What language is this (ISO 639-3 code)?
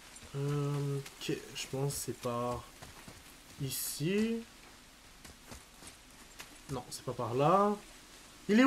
fra